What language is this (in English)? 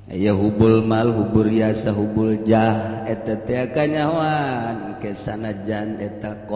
Sundanese